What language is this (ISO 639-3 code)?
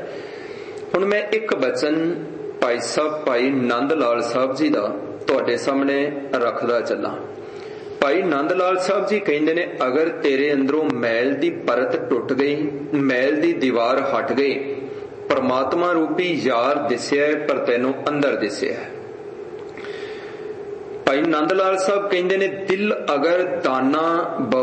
pan